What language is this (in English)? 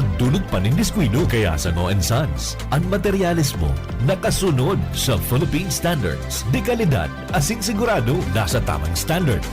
Bikol